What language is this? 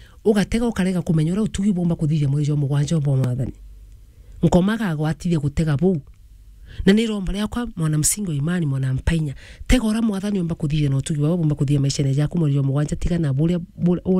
Meru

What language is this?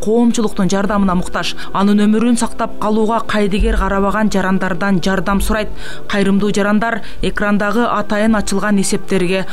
Kyrgyz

